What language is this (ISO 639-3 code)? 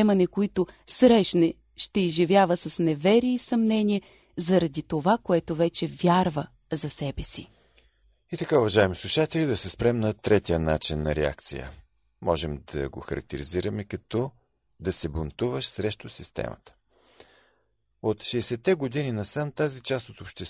bul